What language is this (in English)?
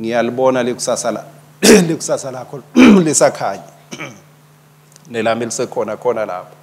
Swati